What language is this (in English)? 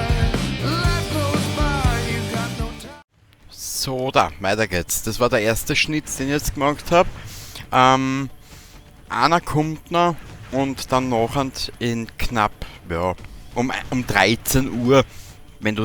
Bavarian